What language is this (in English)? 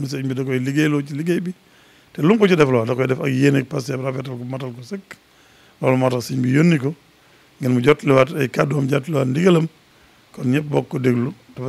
Wolof